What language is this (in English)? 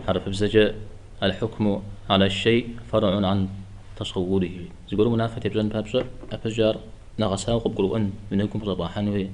Kabardian